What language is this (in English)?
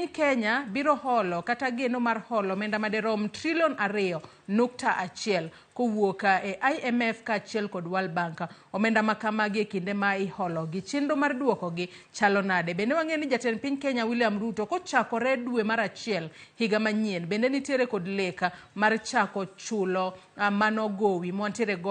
Luo (Kenya and Tanzania)